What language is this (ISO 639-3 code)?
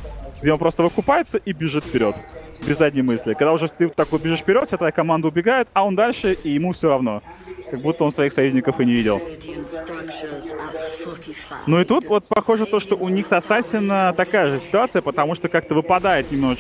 rus